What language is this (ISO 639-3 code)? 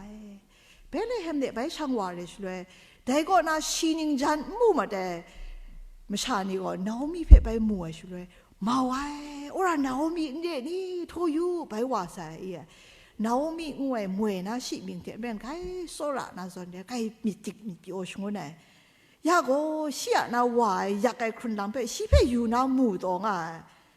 kac